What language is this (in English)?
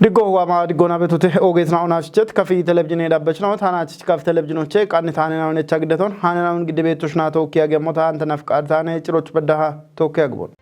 Kafa